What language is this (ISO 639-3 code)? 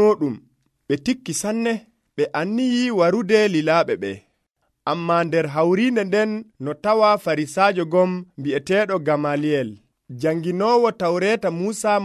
fuv